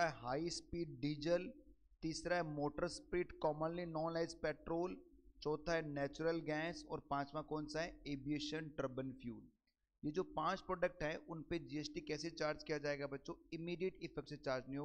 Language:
Hindi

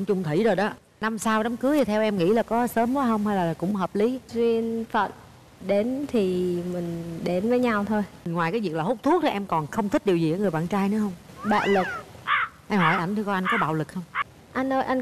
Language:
Vietnamese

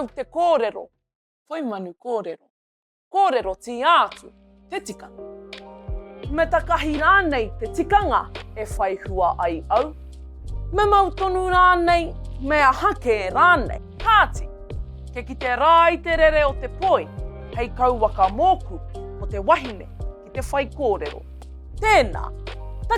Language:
Māori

